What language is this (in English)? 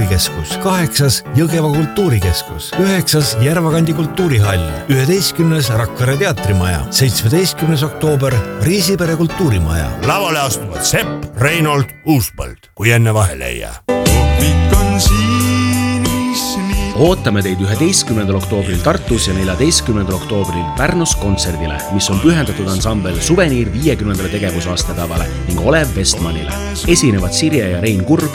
Estonian